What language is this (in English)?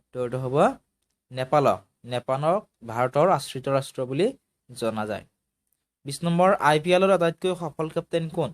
Assamese